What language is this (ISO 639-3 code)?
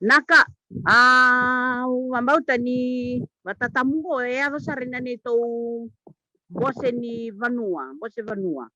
fij